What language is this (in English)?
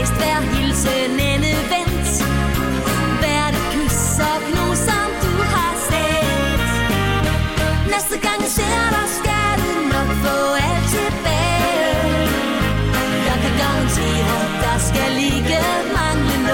Danish